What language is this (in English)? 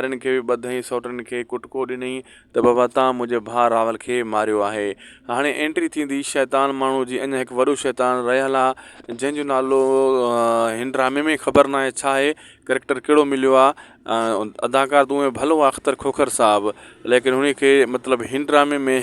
Sindhi